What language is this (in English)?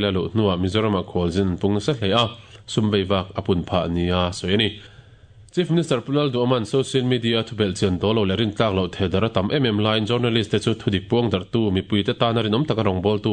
Mizo